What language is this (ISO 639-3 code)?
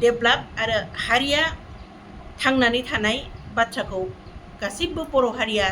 brx